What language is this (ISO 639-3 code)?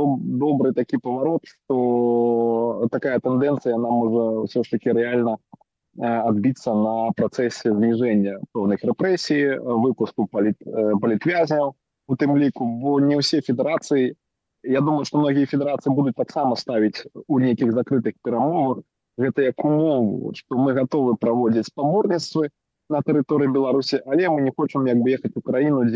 bel